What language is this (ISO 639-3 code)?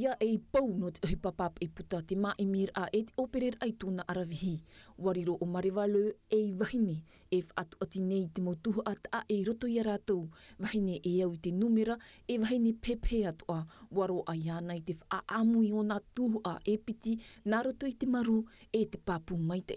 tah